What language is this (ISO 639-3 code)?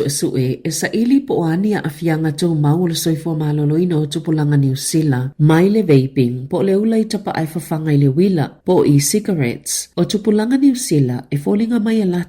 smo